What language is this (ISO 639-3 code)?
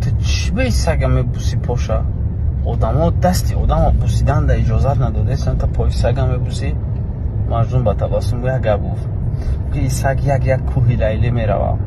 tgk